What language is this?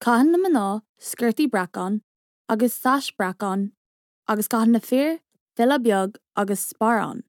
Irish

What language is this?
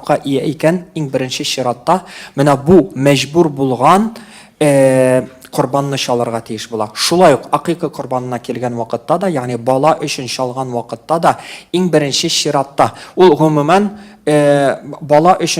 Tatar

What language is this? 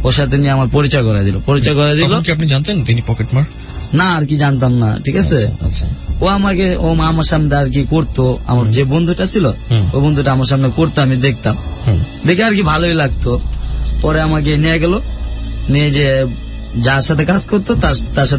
Bangla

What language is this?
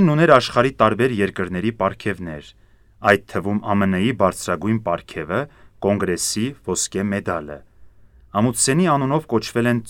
Armenian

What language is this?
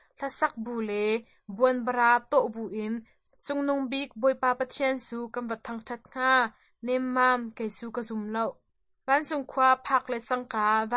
Hakha Chin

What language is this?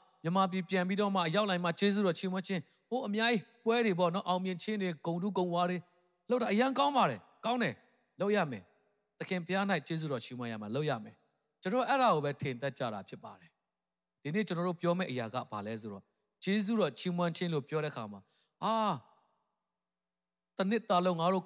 Burmese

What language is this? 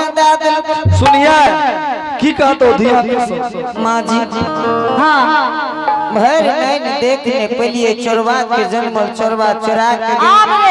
Angika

